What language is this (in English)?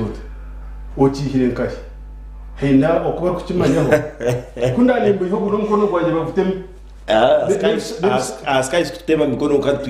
Nyankole